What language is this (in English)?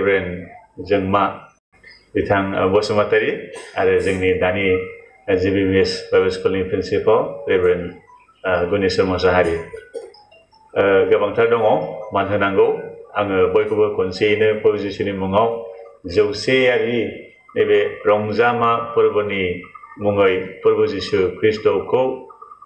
Bodo